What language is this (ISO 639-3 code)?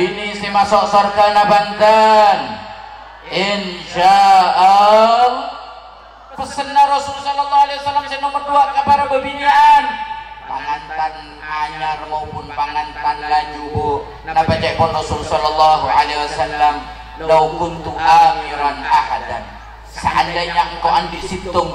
mad